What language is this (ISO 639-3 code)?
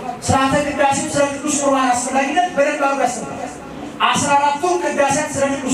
amh